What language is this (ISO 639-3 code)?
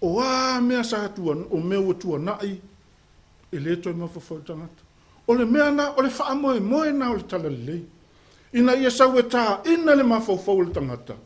smo